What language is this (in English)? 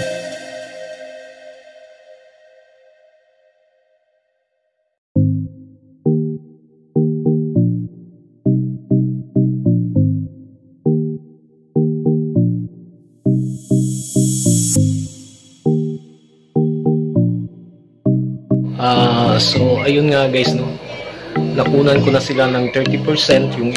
Filipino